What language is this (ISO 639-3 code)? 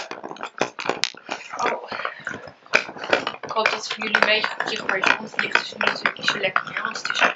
nld